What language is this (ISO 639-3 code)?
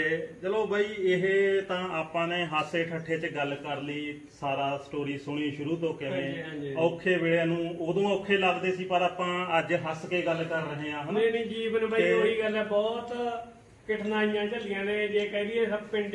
pan